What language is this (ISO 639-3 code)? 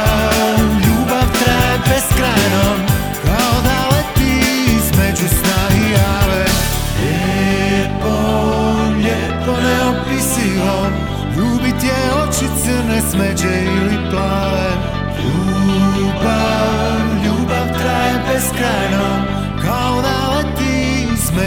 hrv